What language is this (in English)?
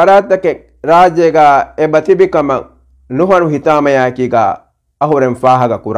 Divehi